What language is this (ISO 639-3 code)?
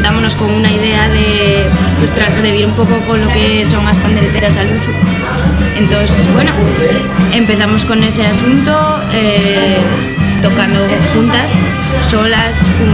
ast